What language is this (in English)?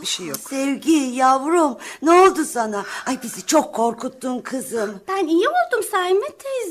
Turkish